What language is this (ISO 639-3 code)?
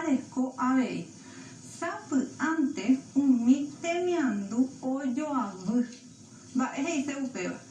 grn